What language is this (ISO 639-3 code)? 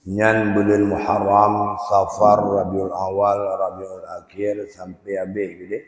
ace